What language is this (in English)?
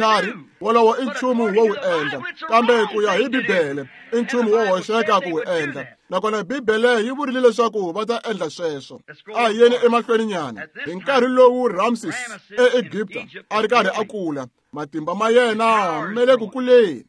Tsonga